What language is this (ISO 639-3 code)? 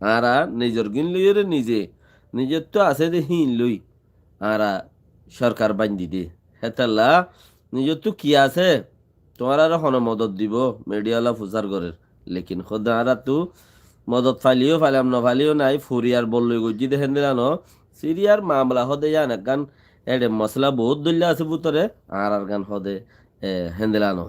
rhg